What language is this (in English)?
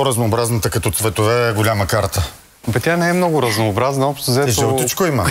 Bulgarian